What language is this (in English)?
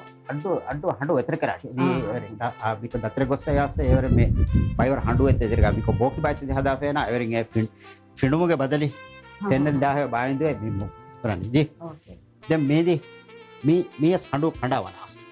Divehi